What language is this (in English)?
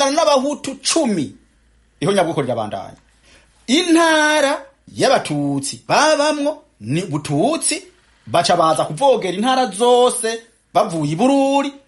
Rundi